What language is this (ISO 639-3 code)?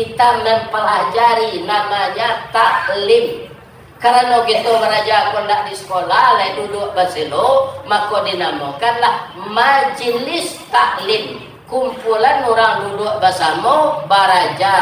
min